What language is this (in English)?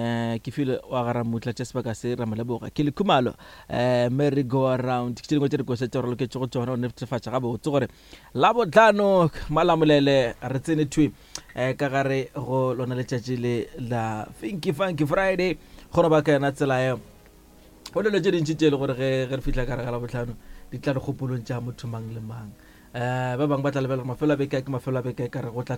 Northern Sotho